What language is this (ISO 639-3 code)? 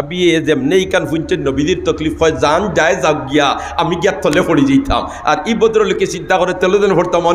syl